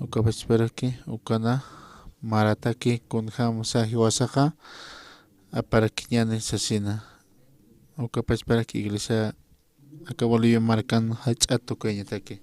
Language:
Aymara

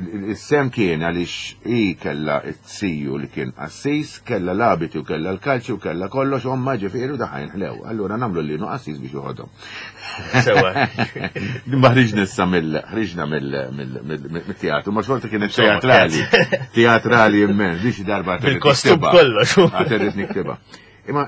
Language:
Maltese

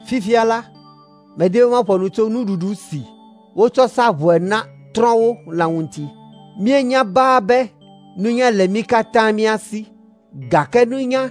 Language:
Ewe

